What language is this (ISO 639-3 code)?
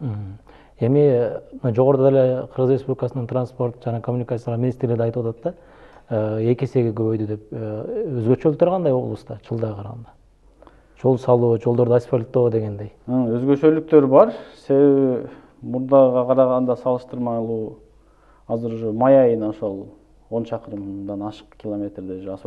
kir